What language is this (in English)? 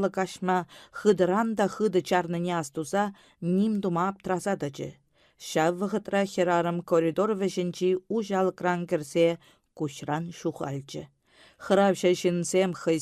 Chuvash